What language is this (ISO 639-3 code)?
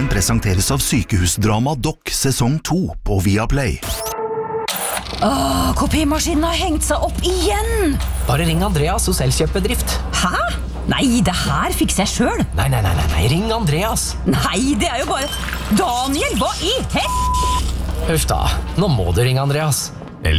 nor